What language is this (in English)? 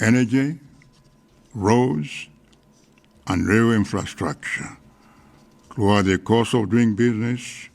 English